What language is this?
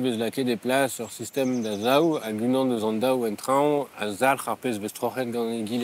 Breton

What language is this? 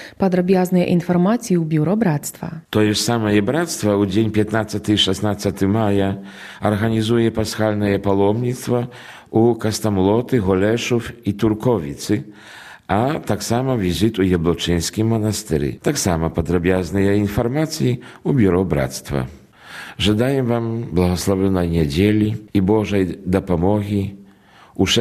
Belarusian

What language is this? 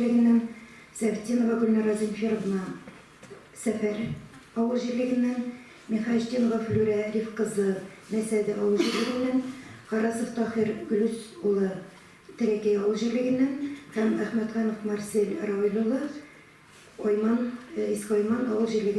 Tatar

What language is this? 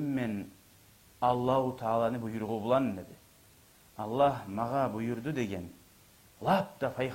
Kumyk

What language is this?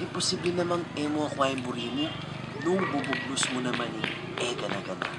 Pampanga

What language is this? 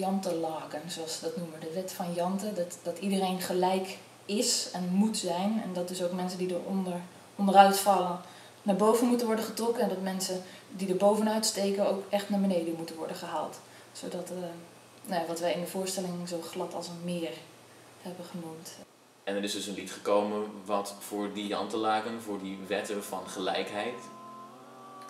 Dutch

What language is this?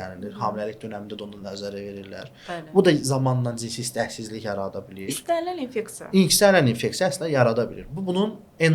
Azerbaijani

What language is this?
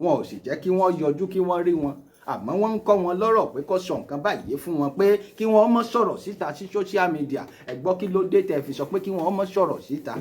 Yoruba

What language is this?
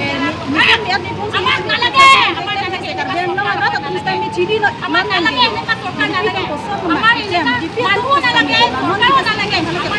Karbi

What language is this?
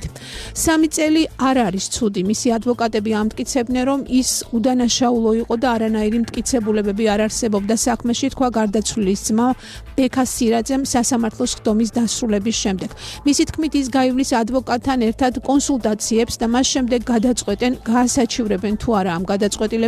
Georgian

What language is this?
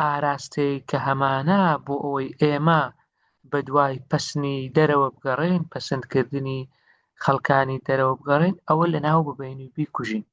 Central Kurdish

